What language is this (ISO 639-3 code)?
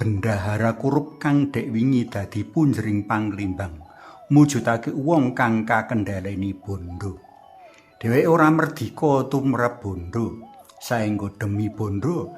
jav